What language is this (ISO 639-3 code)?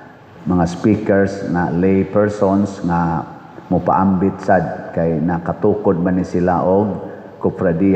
ceb